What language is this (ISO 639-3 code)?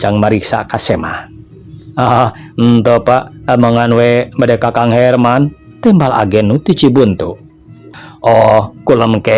sun